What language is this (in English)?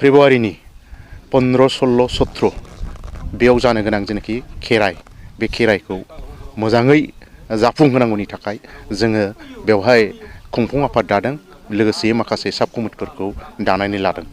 Bodo